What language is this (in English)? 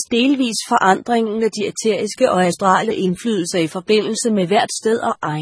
Danish